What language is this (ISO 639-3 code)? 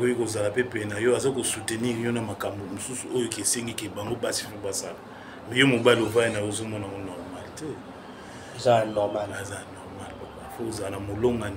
lin